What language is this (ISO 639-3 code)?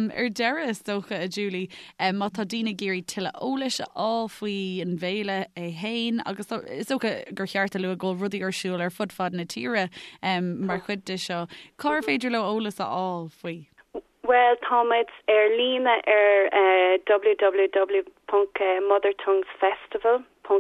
gle